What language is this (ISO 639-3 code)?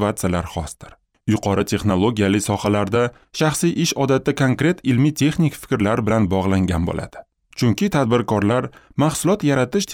uzb